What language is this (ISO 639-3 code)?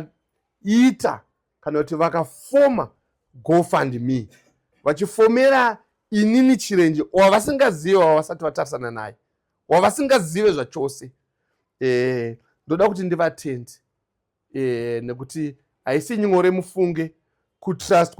sna